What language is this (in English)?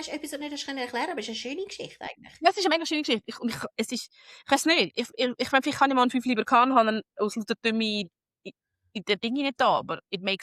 Swiss German